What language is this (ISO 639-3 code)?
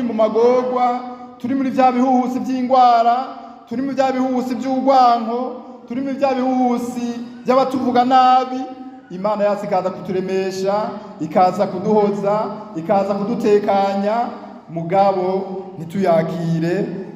run